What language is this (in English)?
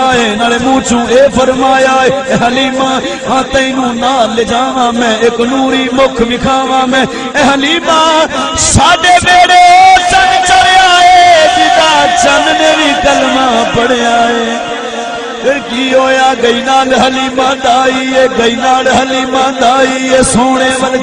Saraiki